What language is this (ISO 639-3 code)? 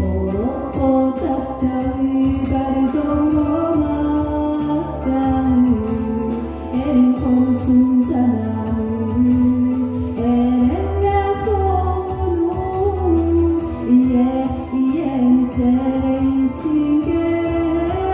sah